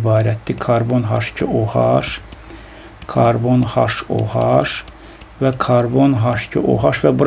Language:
Azerbaijani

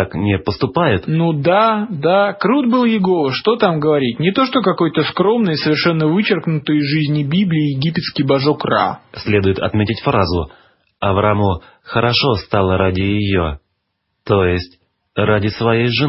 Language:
Russian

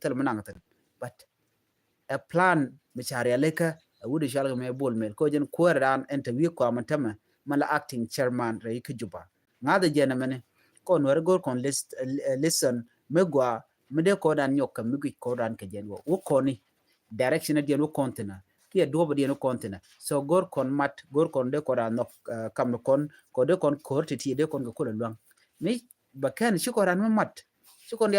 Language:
Nuer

